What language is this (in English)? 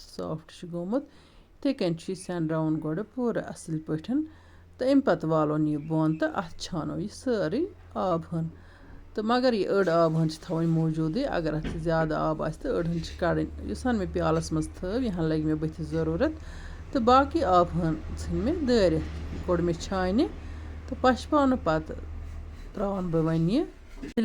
Kashmiri